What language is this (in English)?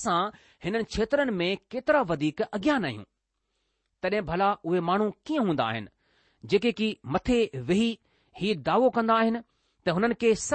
Sindhi